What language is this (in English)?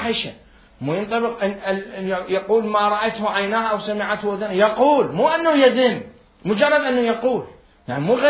Mesopotamian Arabic